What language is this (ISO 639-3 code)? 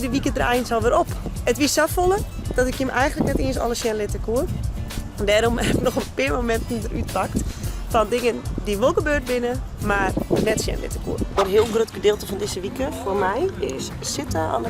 fry